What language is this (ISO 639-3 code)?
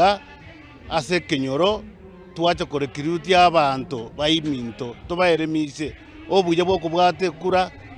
guz